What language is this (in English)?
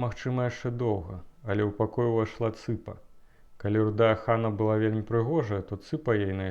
Belarusian